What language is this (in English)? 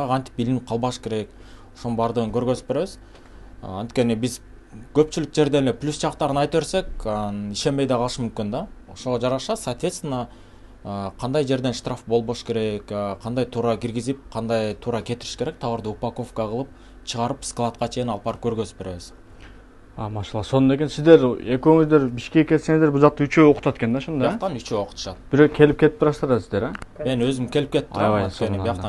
Kyrgyz